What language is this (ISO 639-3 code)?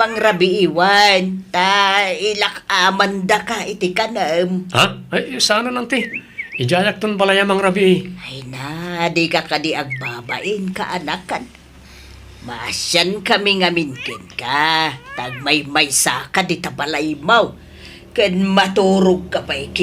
ilo